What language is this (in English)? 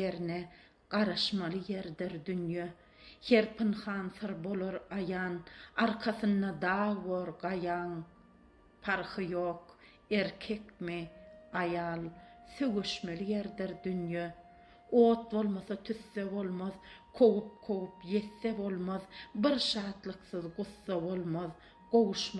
Turkmen